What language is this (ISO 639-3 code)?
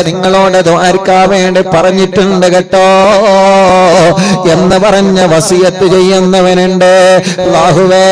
mal